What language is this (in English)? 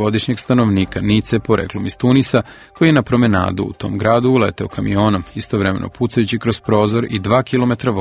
Serbian